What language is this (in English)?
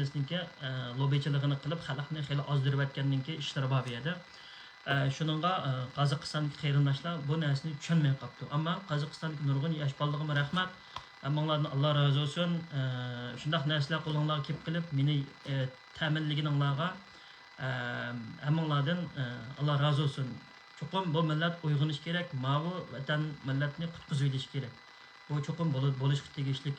Uyghur